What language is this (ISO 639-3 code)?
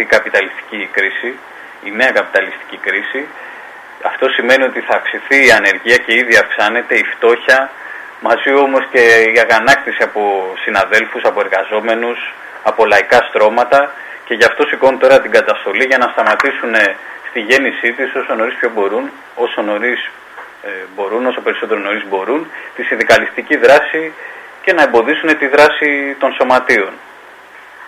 ell